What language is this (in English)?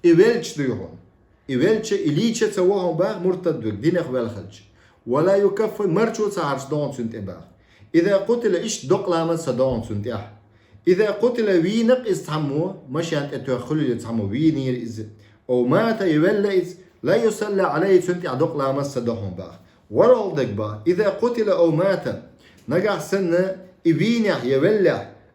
Chechen